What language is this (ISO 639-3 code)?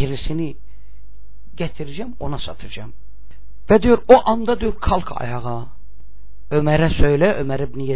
tur